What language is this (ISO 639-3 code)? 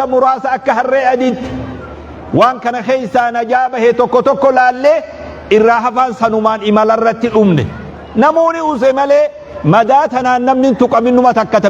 orm